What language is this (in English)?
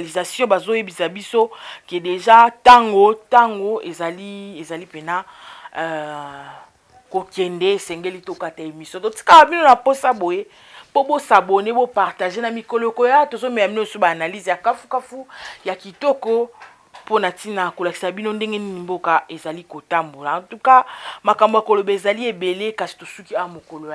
Lingala